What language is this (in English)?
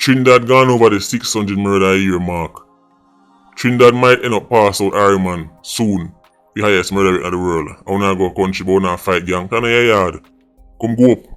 Jamaican Creole English